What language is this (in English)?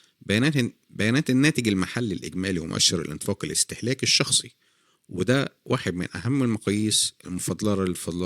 Egyptian Arabic